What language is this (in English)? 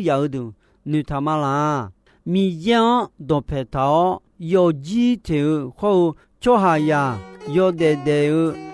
Akha